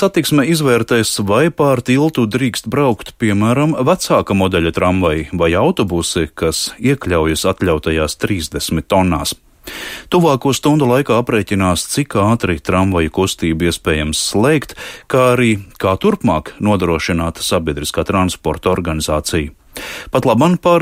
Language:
Latvian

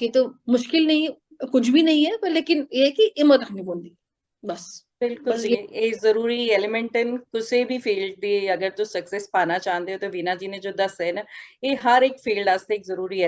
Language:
Dogri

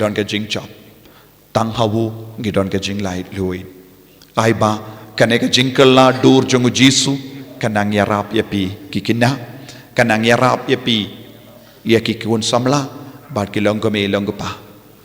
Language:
Khasi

